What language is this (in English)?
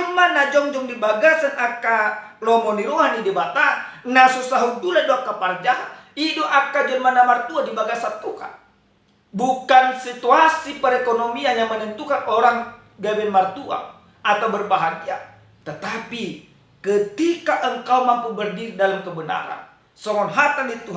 Batak Toba